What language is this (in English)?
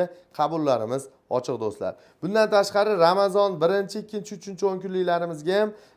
Uzbek